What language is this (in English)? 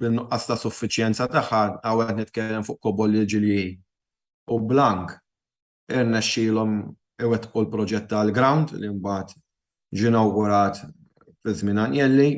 Maltese